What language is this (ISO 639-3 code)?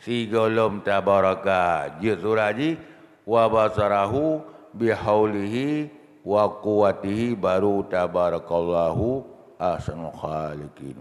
ace